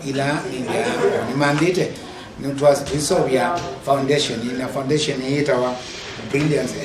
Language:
Kamba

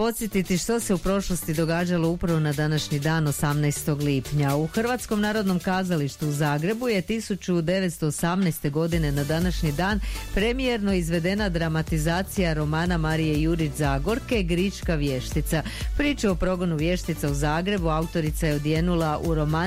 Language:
Croatian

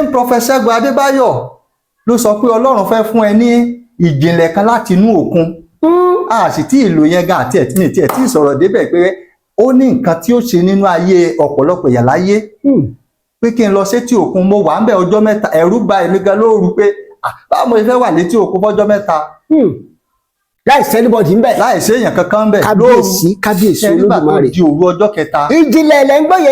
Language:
Yoruba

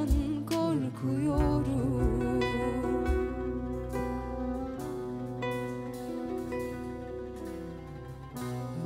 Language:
Turkish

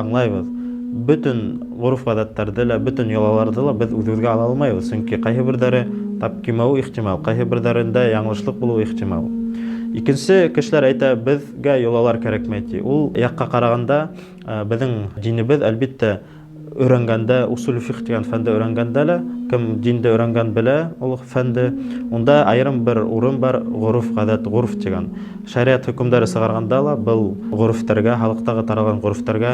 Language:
Bashkir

